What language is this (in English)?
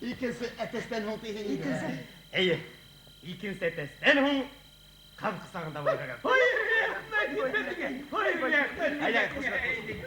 Bashkir